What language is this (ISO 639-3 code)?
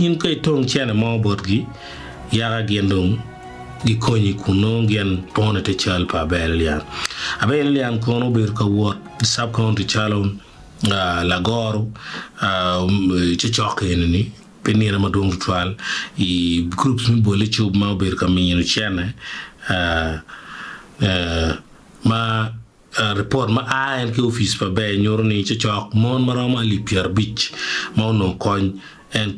ach